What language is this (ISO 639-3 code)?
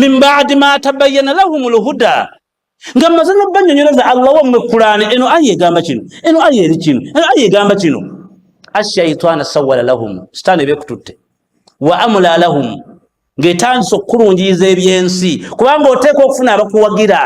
lug